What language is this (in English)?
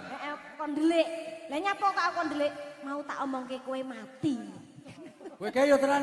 Javanese